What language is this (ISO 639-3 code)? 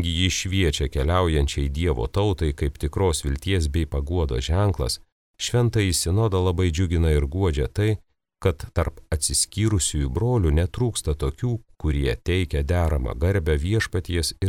lit